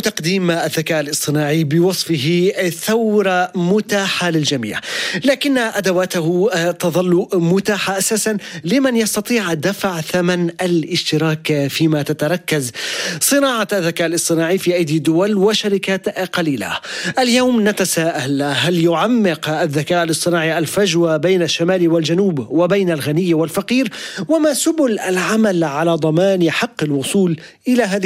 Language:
Arabic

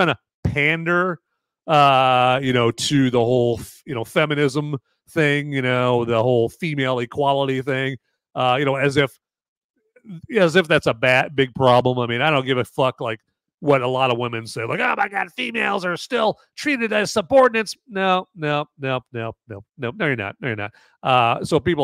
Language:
English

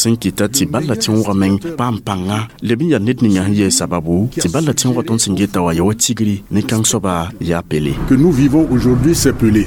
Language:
Mossi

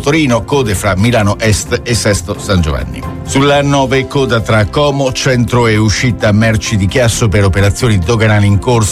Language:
Italian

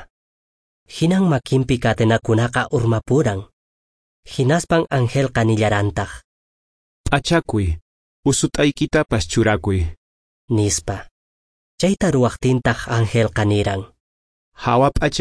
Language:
Quechua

